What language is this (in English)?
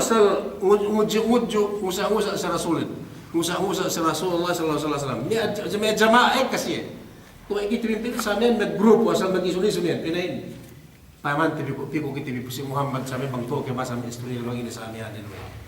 Yakan